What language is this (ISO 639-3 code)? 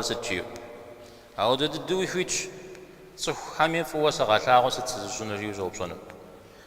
kbd